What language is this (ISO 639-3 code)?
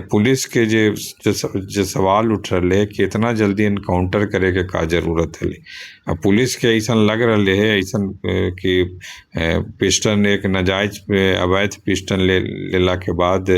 mag